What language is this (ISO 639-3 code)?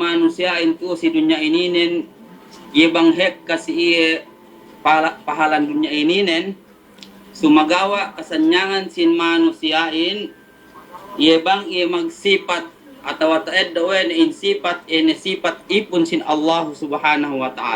yka